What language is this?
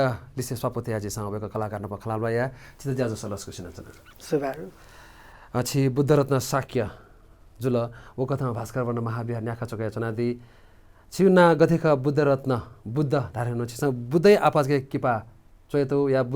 Newari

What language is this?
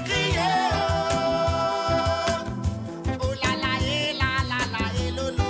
Morisyen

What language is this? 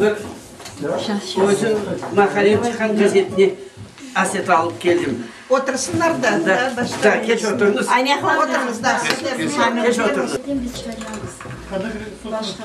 Crimean Tatar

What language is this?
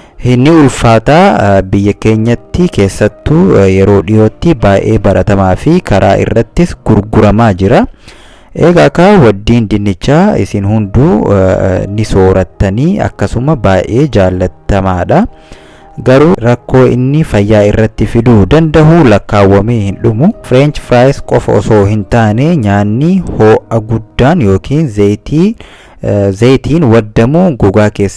Oromo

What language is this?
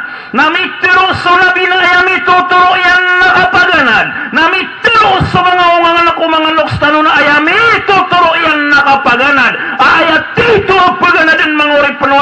Maranao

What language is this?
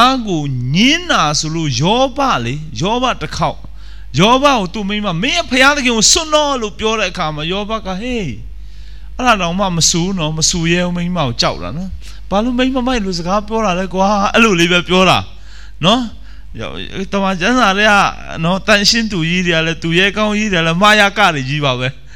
Burmese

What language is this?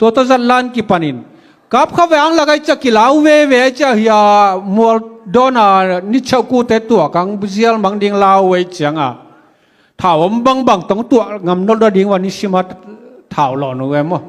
Tedim Chin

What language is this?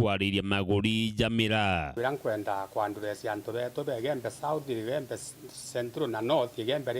Meru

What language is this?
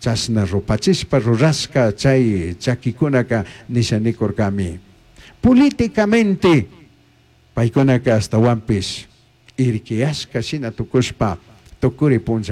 Chimborazo Highland Quichua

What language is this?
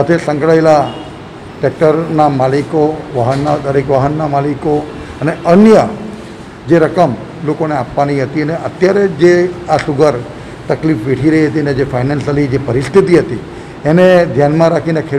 Gujarati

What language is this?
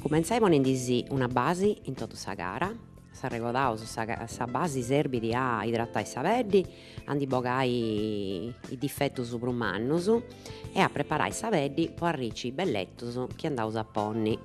Sardinian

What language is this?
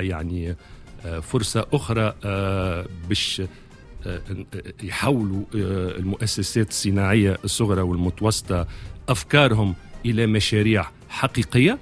Tunisian Arabic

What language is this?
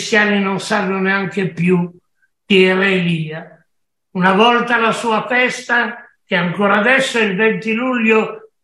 Italian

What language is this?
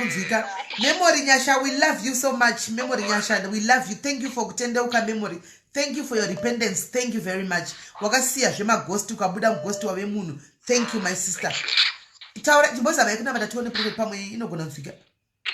Shona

